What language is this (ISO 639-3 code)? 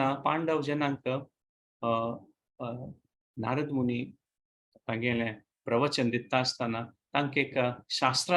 kok